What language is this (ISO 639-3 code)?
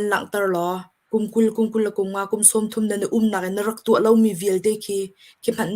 cnh